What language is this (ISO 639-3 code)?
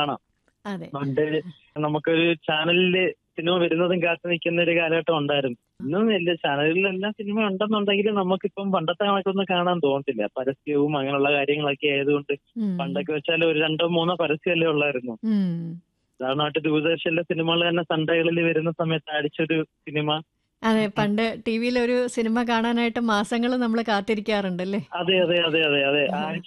mal